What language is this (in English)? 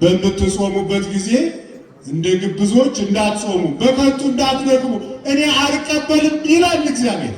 Amharic